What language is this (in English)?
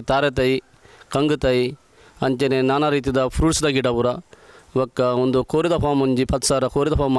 Tulu